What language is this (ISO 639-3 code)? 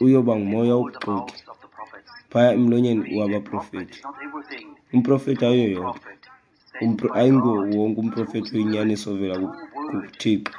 xho